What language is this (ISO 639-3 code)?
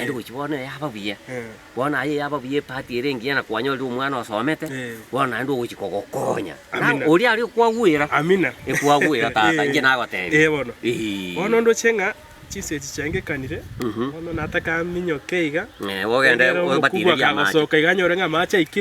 guz